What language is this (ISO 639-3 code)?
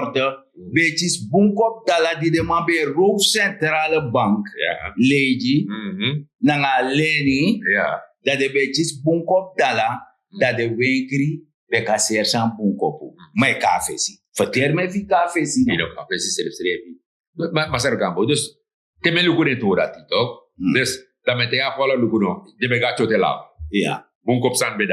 srn